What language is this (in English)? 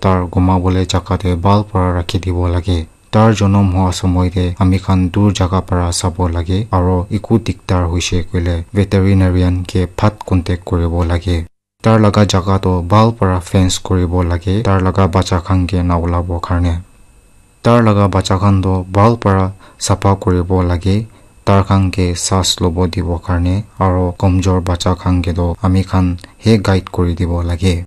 Naga Pidgin